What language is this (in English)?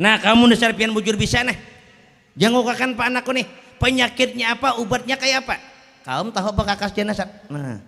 Banjar